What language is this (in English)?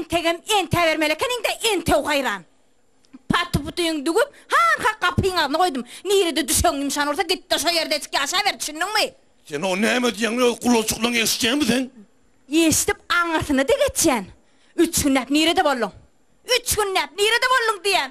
Turkmen